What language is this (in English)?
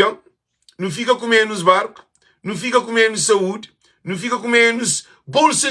Kabuverdianu